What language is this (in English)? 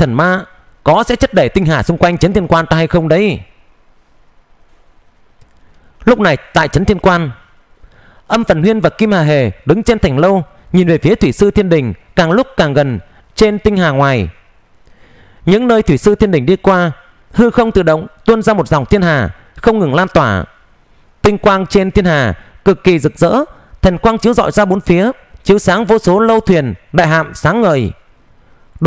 Vietnamese